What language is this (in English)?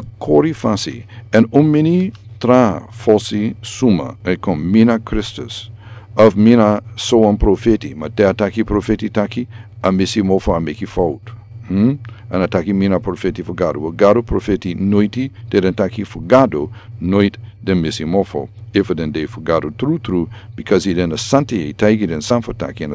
Sranan Tongo